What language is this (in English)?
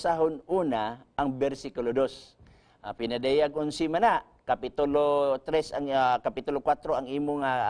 Cebuano